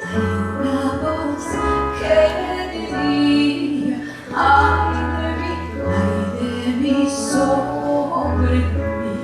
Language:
Ladino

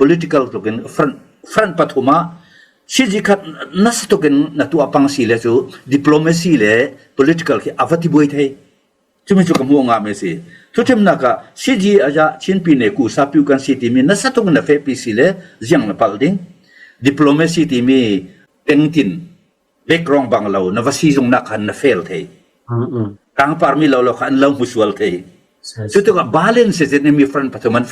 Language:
Falam Chin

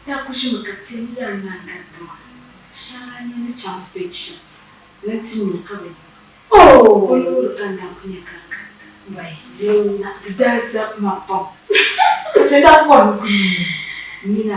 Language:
Dagbani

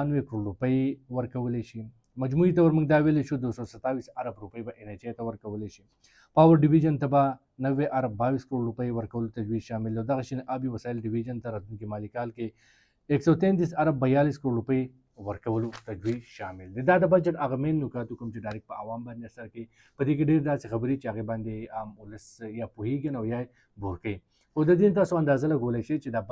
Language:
Pashto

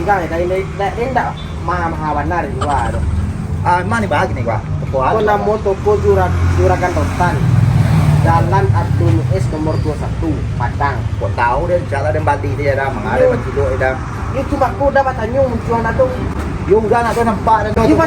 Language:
Minangkabau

